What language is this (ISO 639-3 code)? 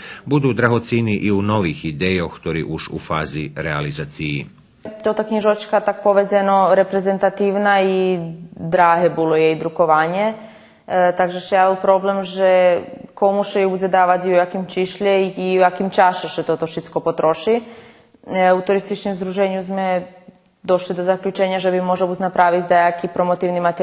rue